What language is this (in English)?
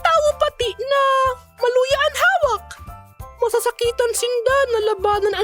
Bikol